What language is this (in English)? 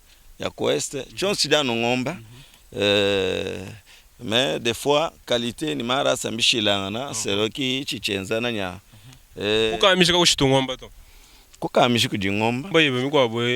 Luba-Lulua